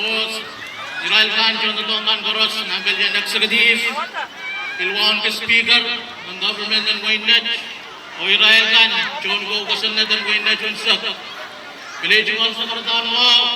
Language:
Pohnpeian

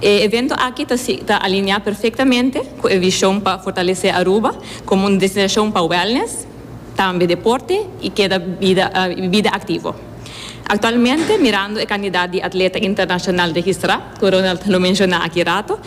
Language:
Papiamento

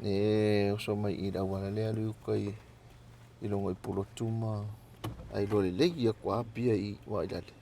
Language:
Samoan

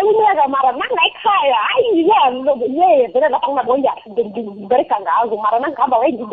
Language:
South Ndebele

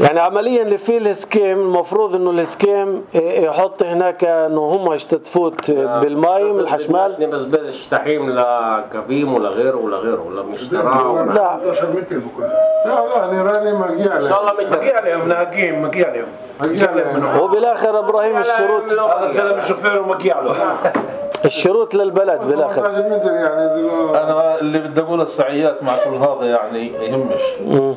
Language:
North Levantine Arabic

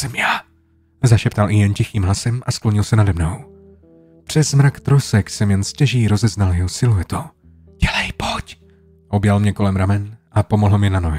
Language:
Czech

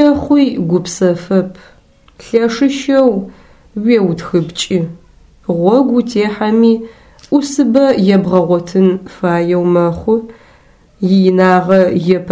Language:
Adyghe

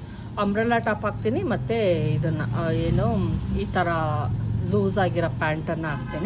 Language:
Kannada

